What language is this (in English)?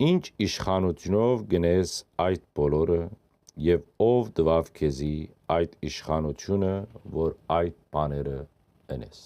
Western Armenian